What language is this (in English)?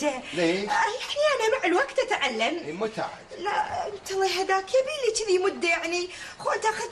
Gulf Arabic